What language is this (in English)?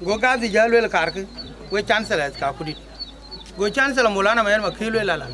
Dinka